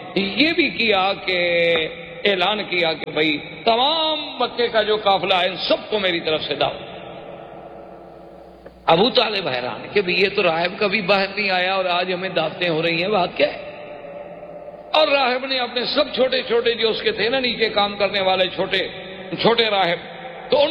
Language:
Urdu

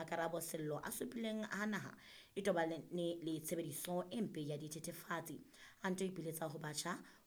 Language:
Southern Sotho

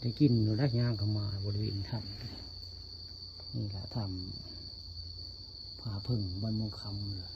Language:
Northeastern Thai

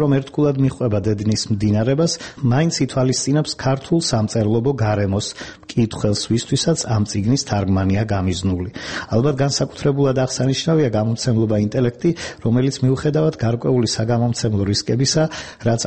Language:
Georgian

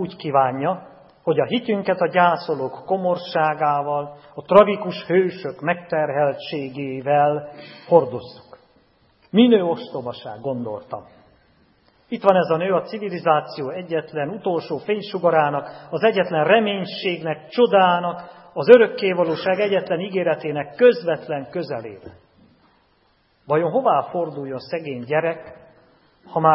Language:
Hungarian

